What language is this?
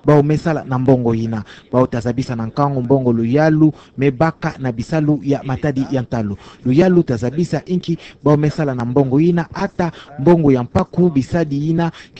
Kituba (Democratic Republic of Congo)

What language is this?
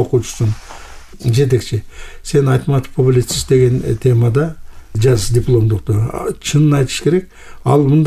Kyrgyz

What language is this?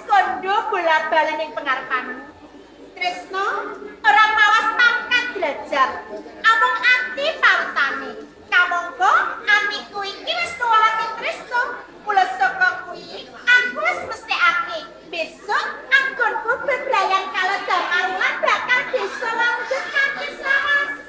Javanese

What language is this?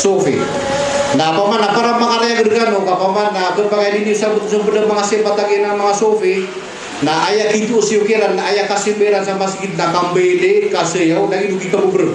Maranao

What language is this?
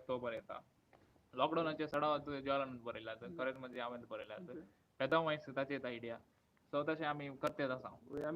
Konkani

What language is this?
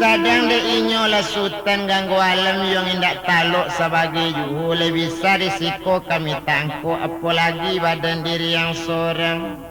Minangkabau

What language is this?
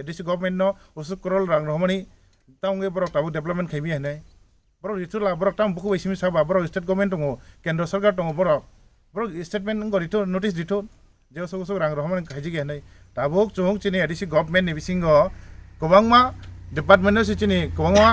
Kok Borok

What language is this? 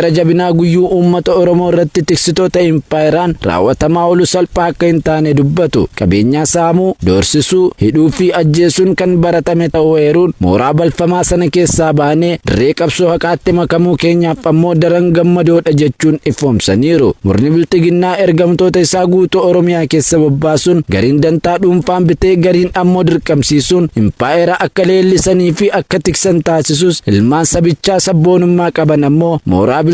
Oromo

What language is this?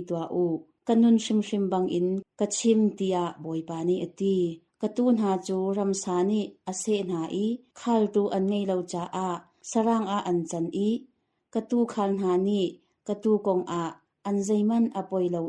Hakha Chin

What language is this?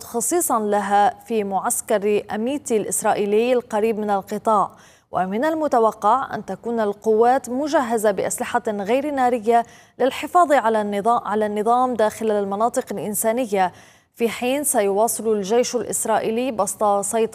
Arabic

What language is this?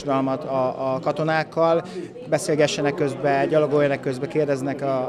Hungarian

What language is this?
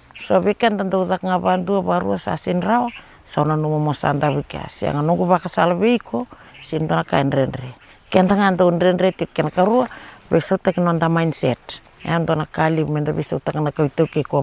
Fijian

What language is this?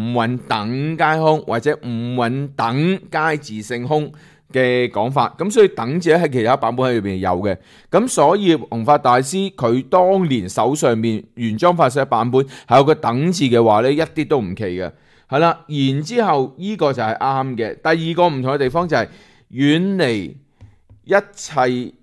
Cantonese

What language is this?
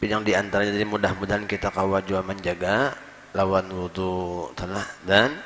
Banjar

